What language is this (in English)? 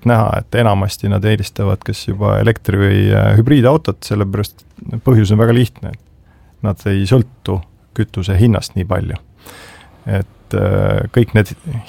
Estonian